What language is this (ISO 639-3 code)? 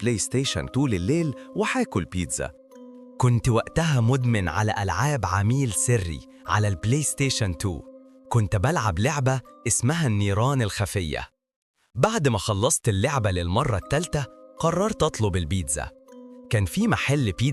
arz